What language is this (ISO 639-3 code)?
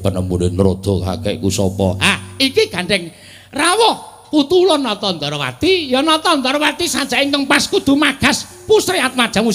jav